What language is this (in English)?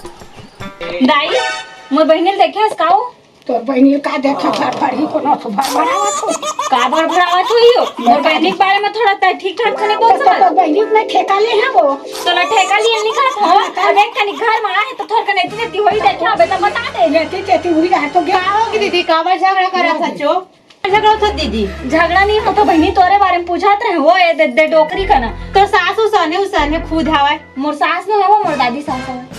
Chhattisgarhi